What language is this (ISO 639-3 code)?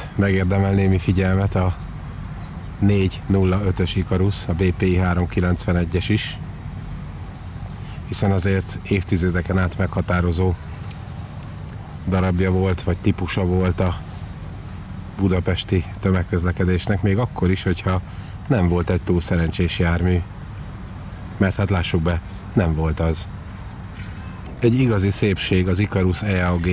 hun